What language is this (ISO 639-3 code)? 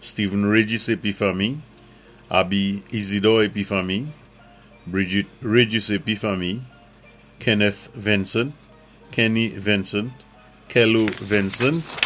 acf